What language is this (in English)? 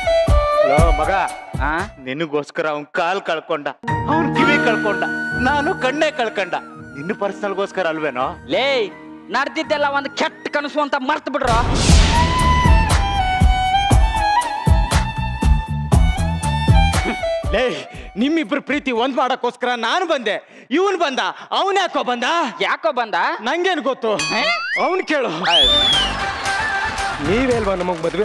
Kannada